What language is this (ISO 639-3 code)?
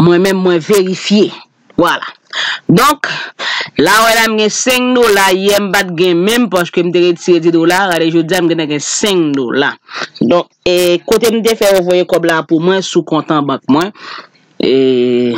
hat